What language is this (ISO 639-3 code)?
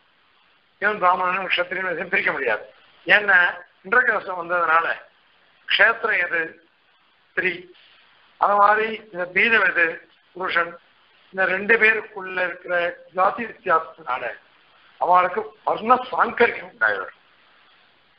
tam